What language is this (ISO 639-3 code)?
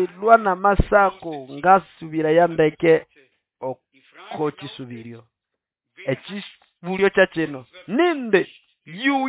nnb